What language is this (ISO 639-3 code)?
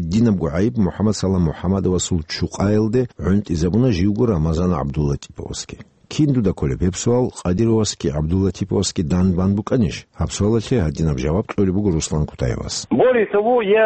ava